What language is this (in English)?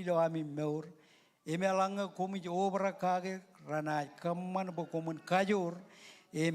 Marshallese